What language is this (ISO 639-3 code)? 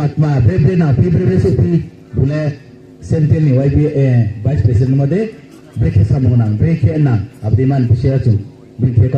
ria